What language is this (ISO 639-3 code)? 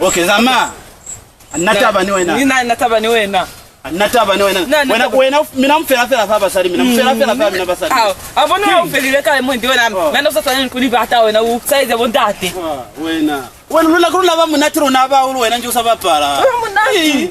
loz